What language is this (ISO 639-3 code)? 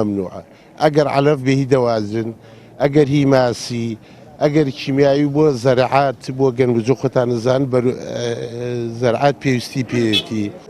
ckb